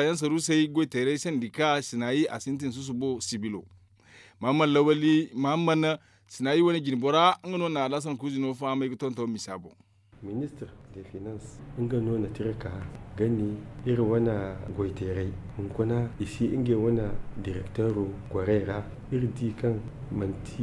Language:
Zarma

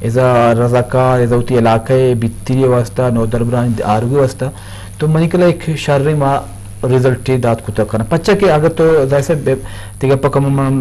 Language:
Eastern Balochi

